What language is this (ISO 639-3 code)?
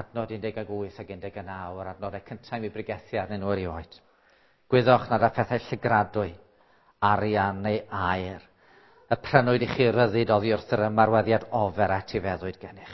cym